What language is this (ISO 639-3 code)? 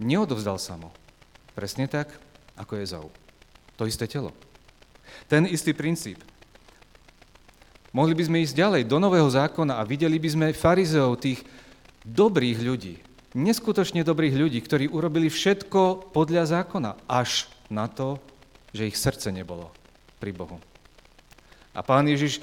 slk